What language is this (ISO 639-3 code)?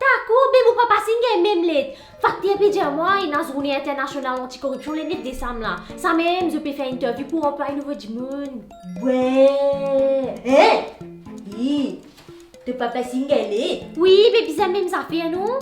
mfe